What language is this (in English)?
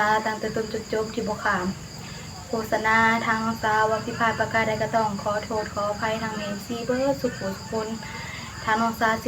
Northeastern Thai